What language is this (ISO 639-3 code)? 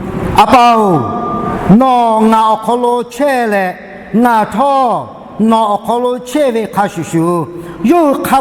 lhu